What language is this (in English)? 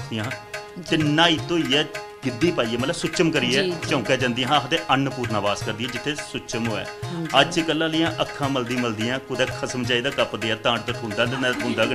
Dogri